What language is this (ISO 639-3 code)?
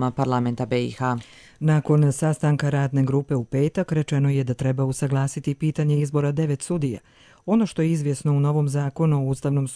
bos